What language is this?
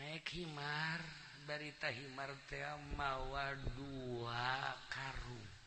Sundanese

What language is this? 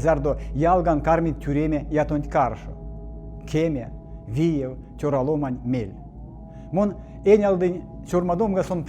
Erzya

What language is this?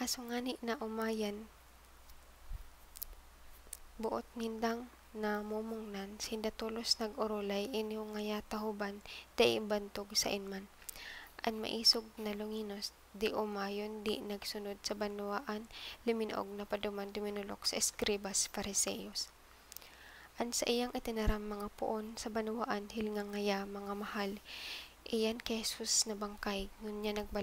Bikol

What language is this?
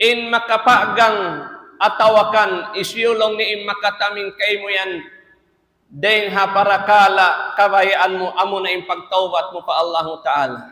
Tausug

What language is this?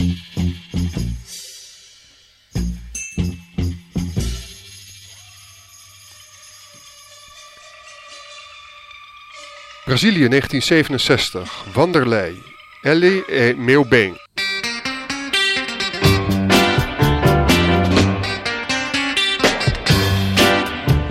Dutch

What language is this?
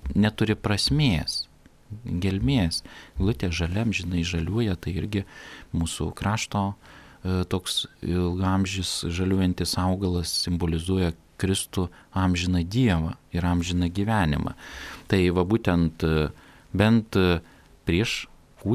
Lithuanian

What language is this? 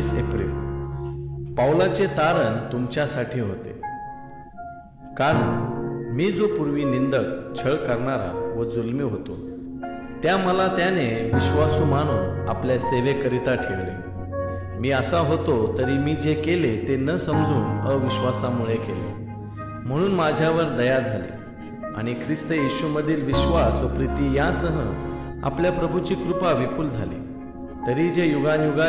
Marathi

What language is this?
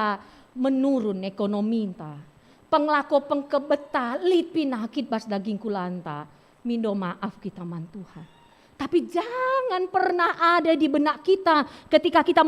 Batak Karo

